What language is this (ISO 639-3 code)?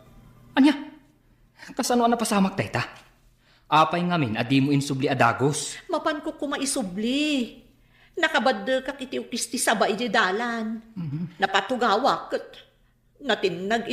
ilo